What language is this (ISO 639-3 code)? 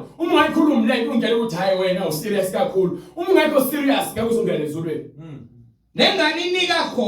zul